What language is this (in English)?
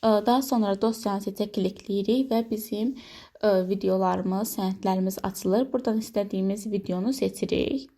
Azerbaijani